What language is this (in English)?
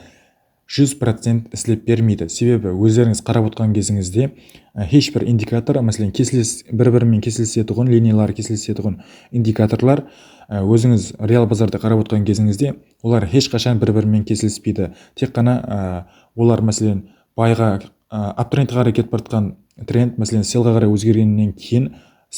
Kara-Kalpak